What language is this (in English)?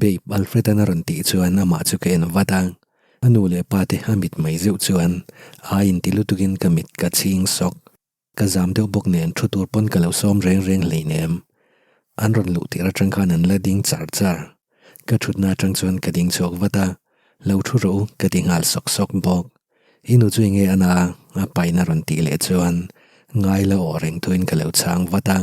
Mizo